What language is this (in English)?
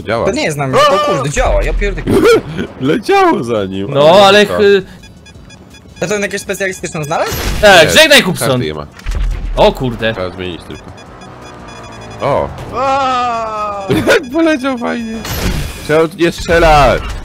Polish